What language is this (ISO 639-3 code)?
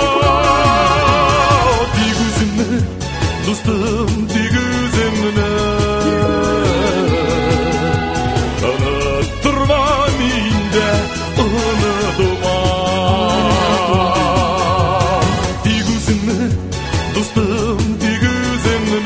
tat